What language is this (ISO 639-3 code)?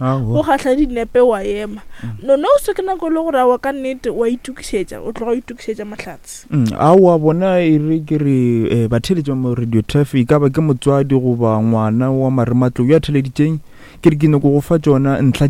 nso